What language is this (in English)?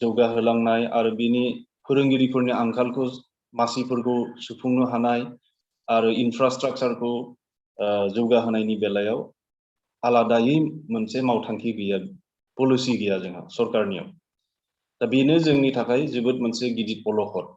Bodo